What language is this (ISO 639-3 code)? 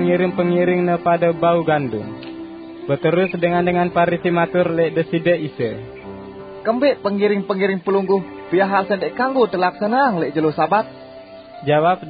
sas